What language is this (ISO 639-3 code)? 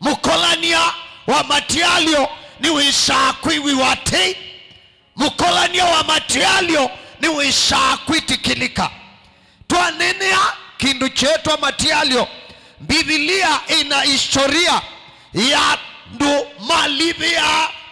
kam